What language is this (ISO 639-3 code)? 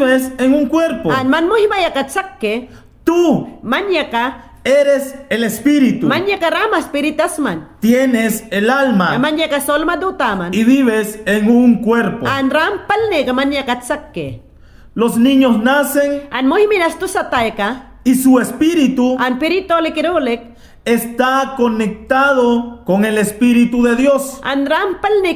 yan